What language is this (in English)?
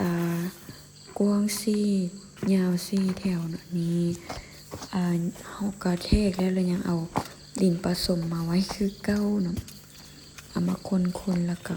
Lao